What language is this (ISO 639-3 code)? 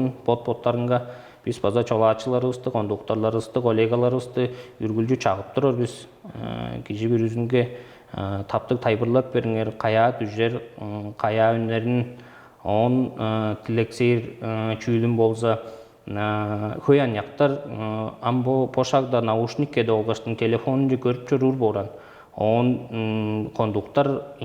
tyv